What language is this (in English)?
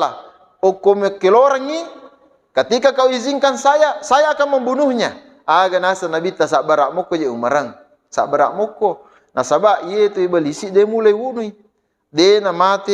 Buginese